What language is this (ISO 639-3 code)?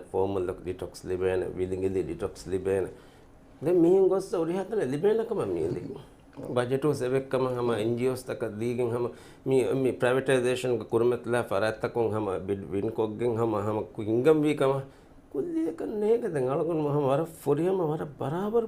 div